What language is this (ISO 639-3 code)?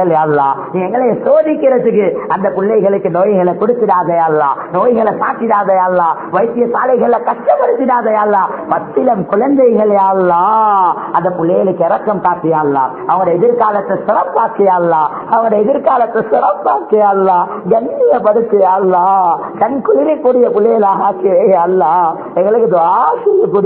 tam